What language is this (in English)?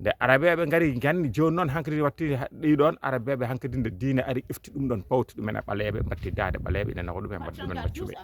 Fula